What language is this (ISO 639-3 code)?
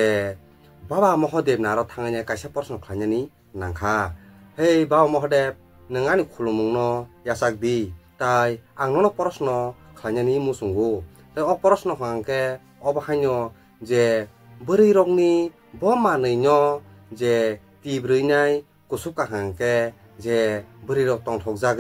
trp